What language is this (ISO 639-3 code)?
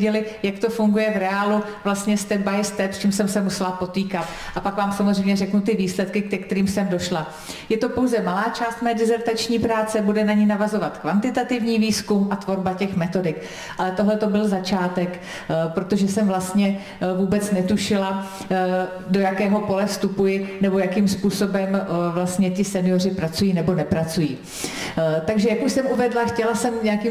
ces